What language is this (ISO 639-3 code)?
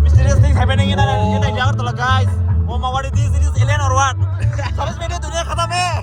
trp